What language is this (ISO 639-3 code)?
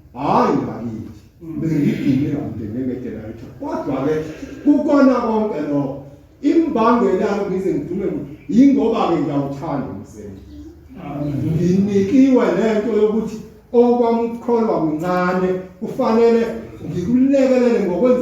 zul